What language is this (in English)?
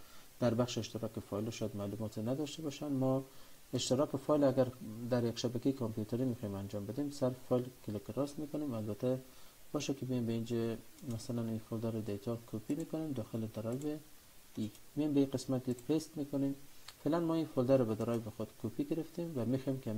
Persian